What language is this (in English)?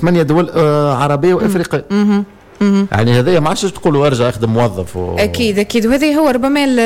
Tunisian Arabic